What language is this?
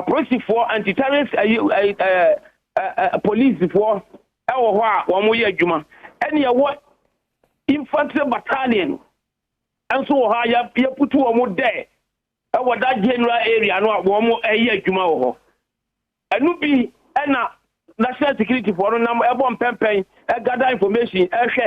Akan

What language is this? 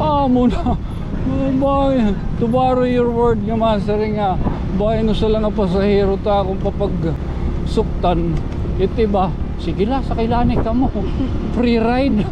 Waray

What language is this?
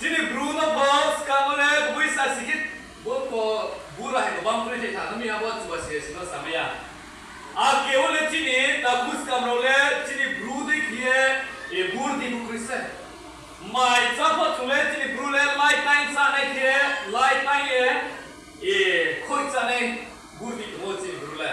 Riang (India)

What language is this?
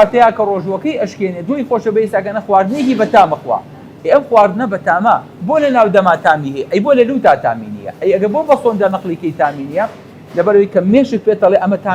Central Kurdish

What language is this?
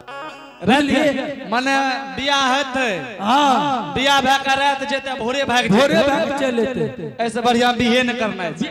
Angika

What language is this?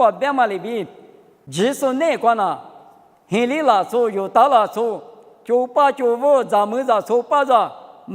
Lisu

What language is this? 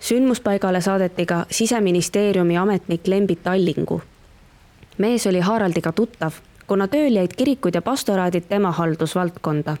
Estonian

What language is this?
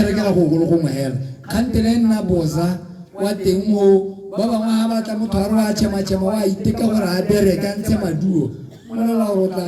Tswana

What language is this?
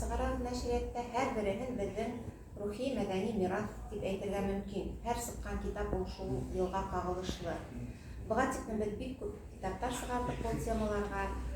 Bashkir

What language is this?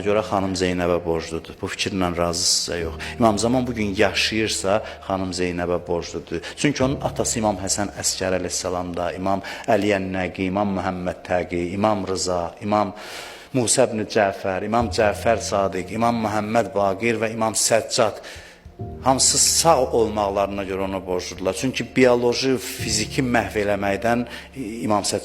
Azerbaijani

